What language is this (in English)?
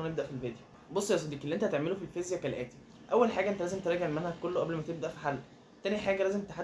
Egyptian Arabic